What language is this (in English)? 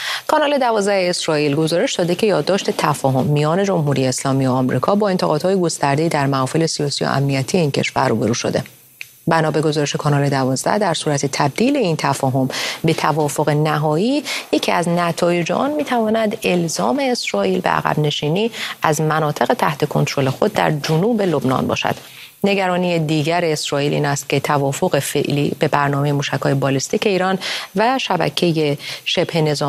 Persian